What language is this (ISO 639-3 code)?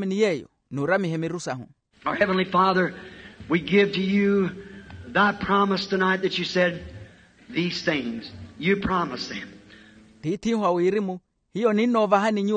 vmw